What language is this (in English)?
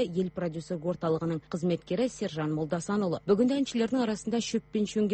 Kazakh